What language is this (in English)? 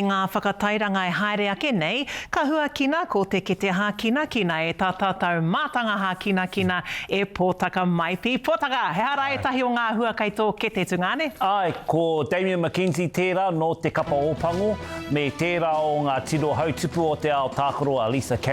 Māori